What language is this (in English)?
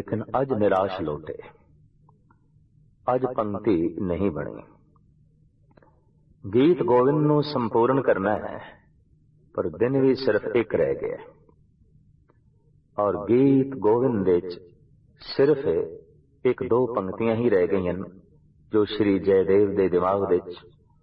Punjabi